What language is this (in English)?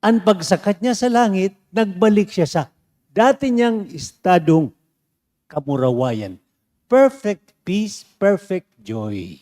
Bikol